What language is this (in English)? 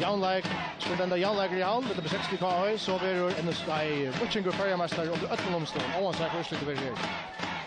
Faroese